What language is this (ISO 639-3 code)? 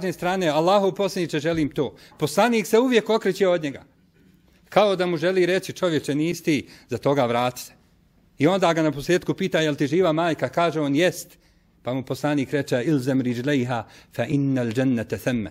bos